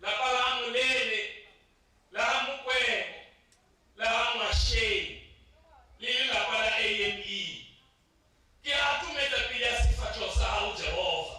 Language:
Northern Sotho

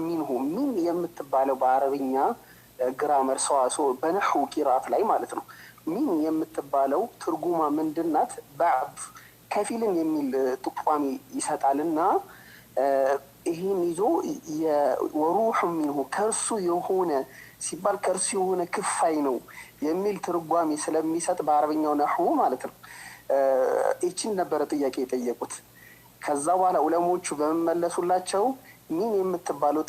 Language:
Amharic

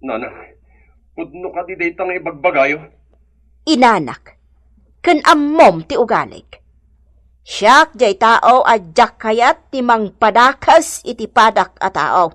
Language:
Iloko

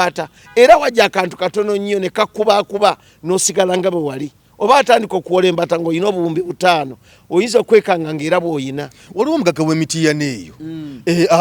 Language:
Ganda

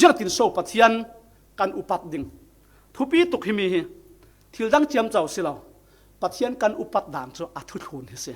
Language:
Falam Chin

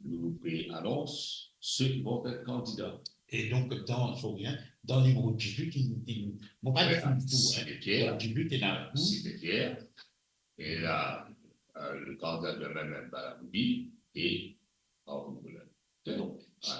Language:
Morisyen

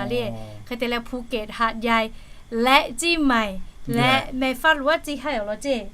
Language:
Lahu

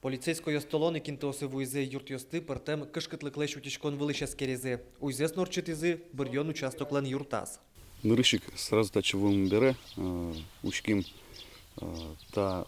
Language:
Udmurt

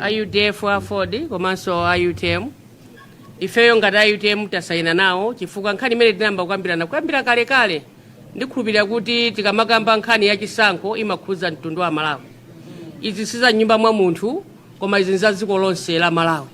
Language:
Nyanja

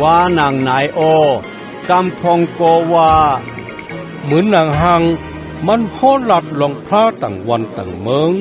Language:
Shan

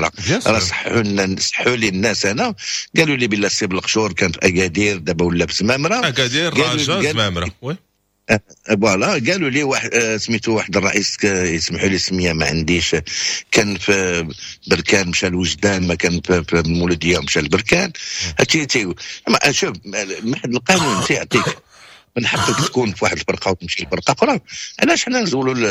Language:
Moroccan Arabic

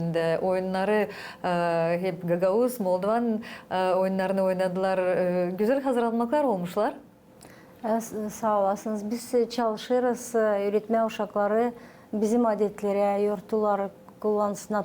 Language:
Gagauz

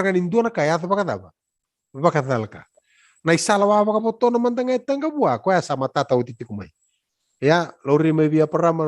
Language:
Fijian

